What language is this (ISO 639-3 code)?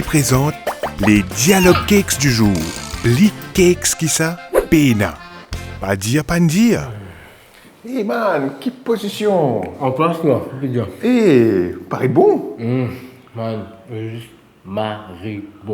mfe